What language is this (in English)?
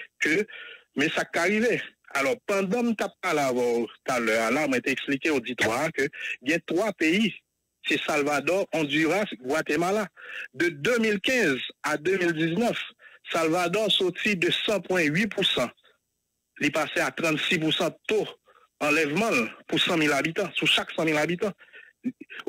French